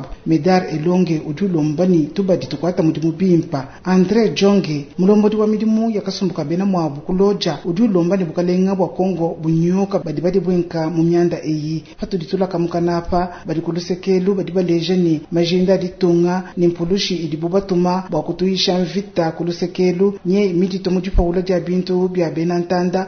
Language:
Luba-Lulua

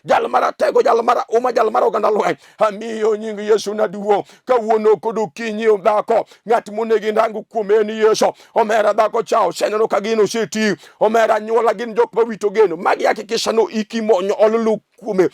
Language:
Luo (Kenya and Tanzania)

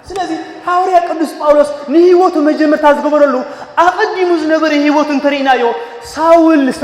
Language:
Tigrinya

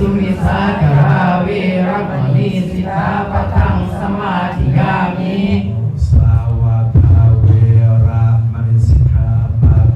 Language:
Pali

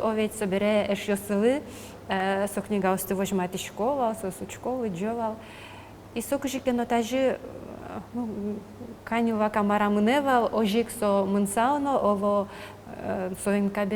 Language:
Udmurt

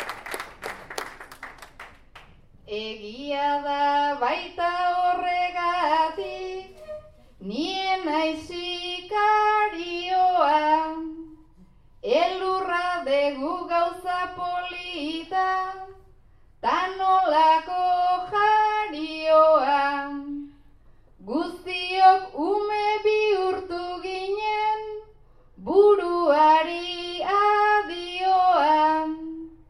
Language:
Basque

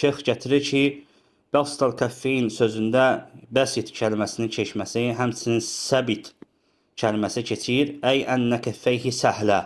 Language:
Azerbaijani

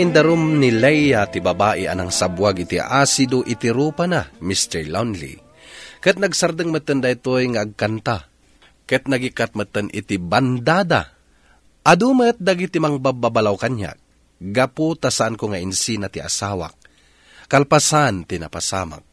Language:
Iloko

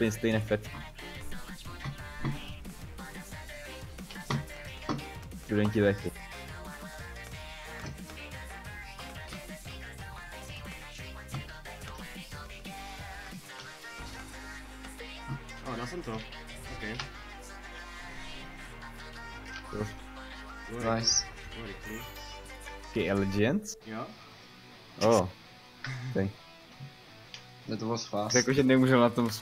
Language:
Czech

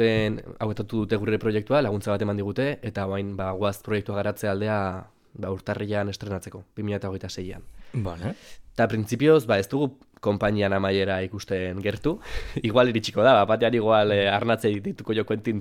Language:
Basque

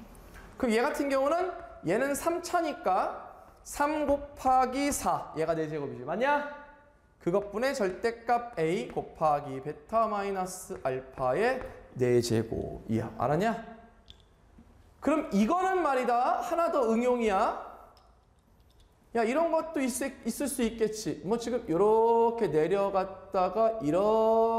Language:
Korean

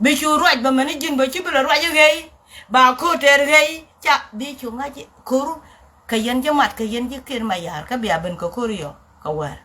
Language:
Nuer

